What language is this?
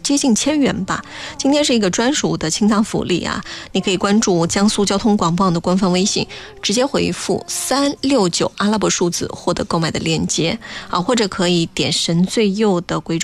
Chinese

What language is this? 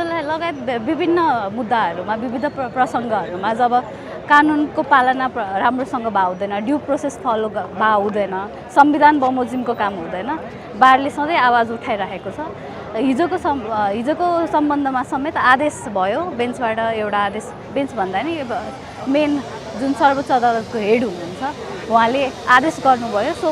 Nepali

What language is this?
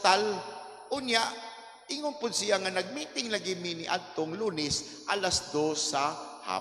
Cebuano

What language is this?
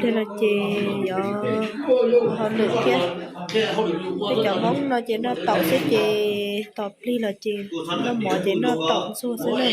Hmong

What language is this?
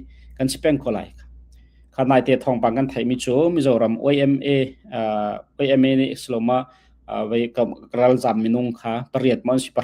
Hakha Chin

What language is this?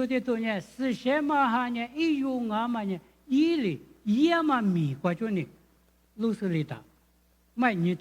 Lisu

